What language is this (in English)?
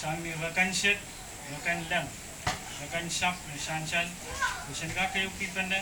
Pohnpeian